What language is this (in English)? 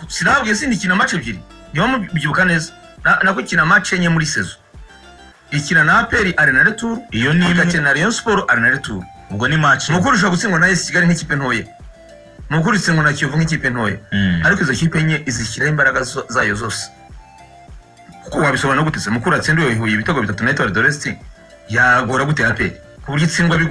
Kinyarwanda